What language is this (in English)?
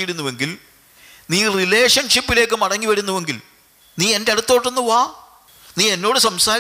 Malayalam